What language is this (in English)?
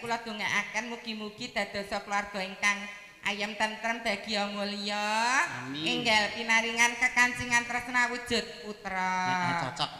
Javanese